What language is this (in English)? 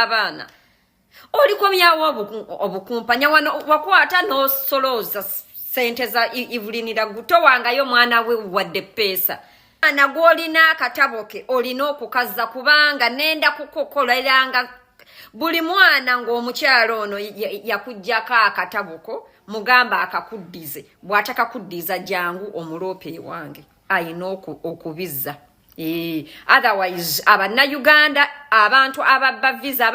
Ganda